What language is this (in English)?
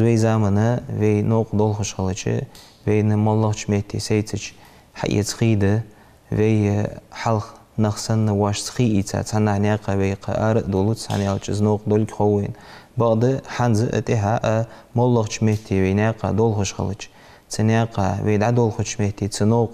Ingush